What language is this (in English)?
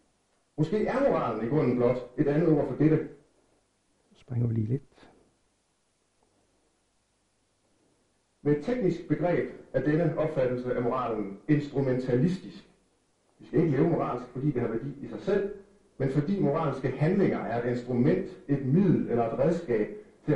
Danish